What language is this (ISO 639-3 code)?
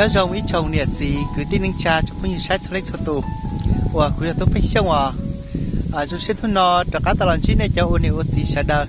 hmn